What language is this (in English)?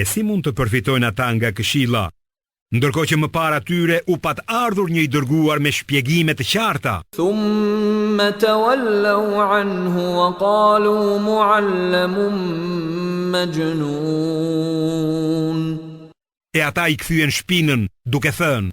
Albanian